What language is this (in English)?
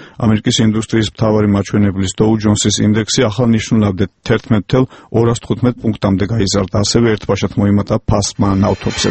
Georgian